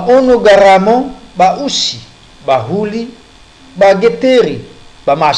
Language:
Nias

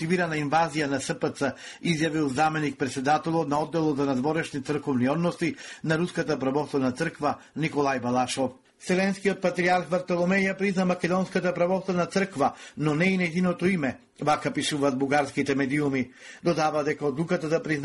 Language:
Macedonian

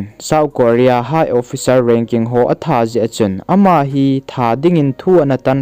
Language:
Thado Chin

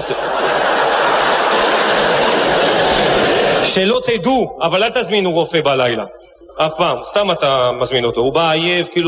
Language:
Hebrew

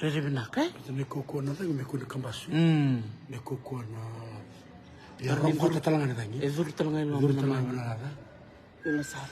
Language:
Fijian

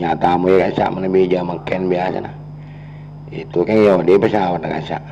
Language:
Madurese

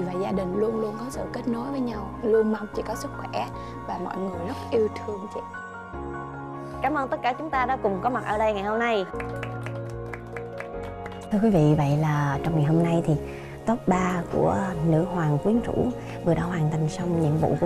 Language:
Vietnamese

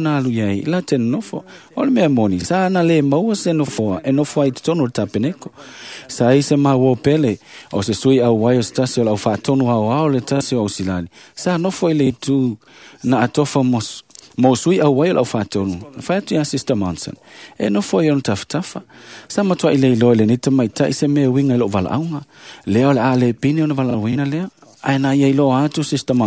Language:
Samoan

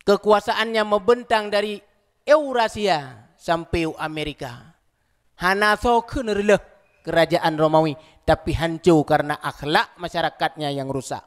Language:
Achinese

